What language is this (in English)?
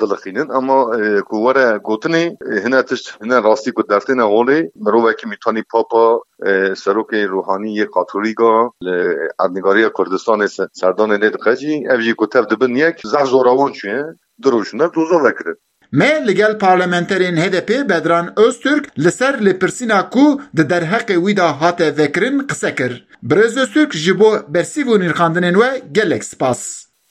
Kurdish